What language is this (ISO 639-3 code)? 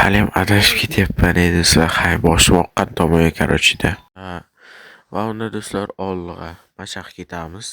uzb